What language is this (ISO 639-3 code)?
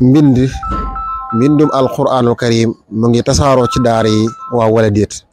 wol